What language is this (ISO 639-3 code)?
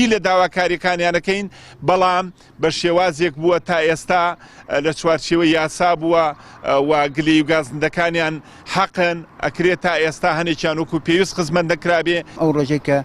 ckb